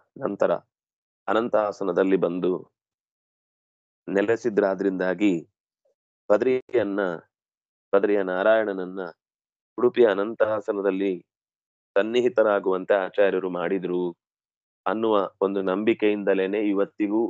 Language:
Kannada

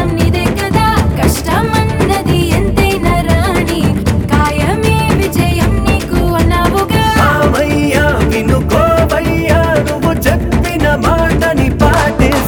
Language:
Telugu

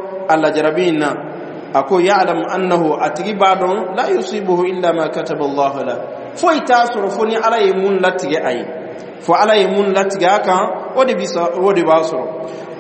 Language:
Dyula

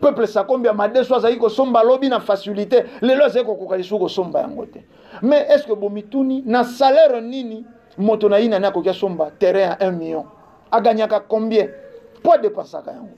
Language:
Lingala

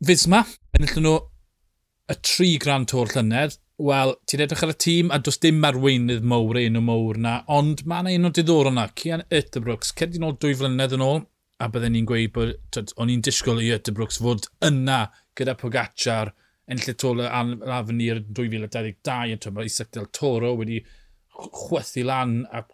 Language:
Welsh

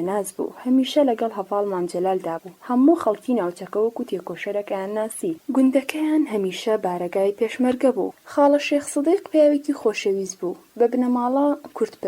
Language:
Central Kurdish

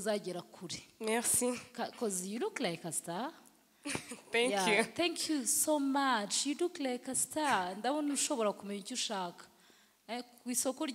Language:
Kinyarwanda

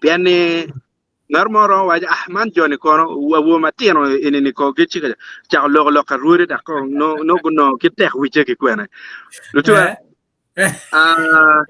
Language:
Acoli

